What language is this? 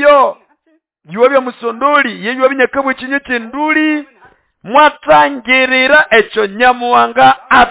Nande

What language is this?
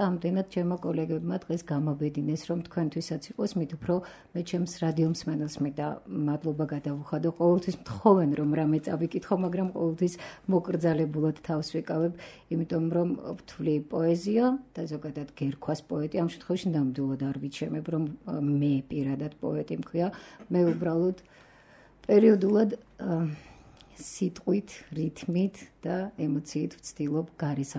Georgian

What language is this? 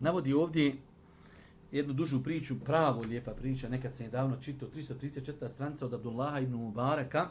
Bosnian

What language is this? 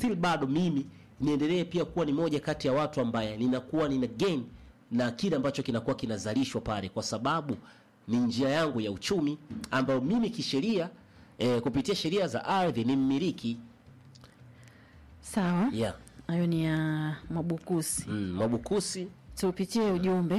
Swahili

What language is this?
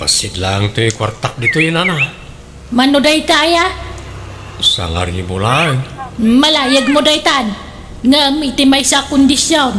Iloko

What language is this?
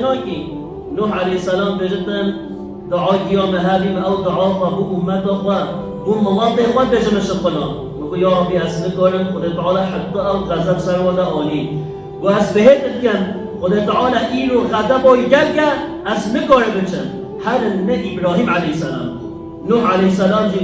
Kurdish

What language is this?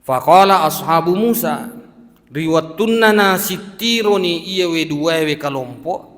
Buginese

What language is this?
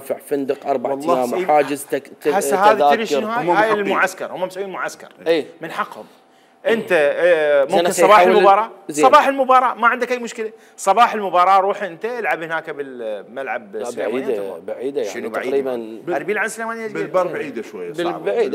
Mesopotamian Arabic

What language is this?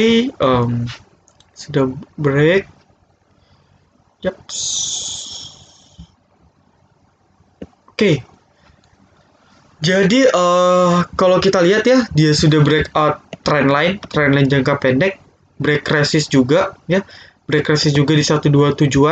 Indonesian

